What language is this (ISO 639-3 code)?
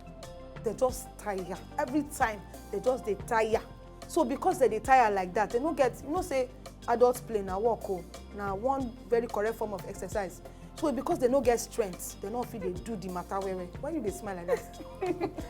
pcm